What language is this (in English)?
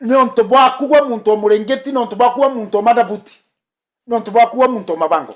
Meru